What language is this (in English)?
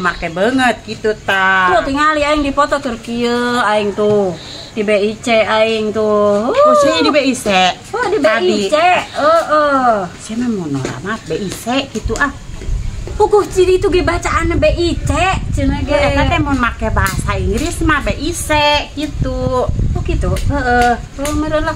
Sundanese